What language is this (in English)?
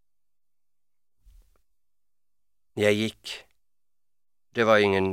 Norwegian